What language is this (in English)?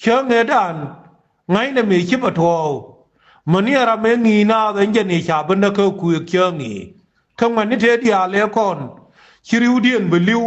Nuer